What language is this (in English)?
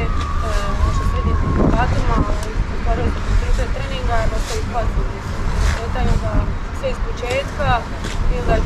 Croatian